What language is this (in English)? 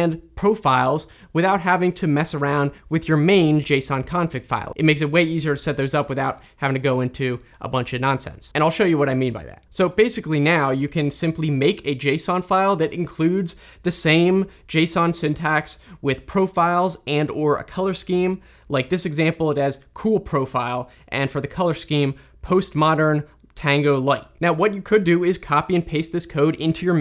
English